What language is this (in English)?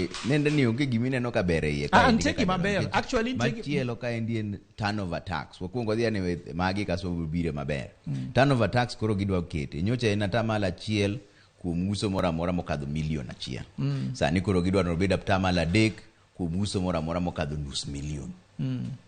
Luo (Kenya and Tanzania)